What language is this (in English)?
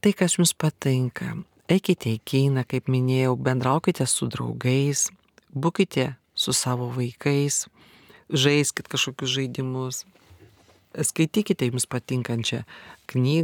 Lithuanian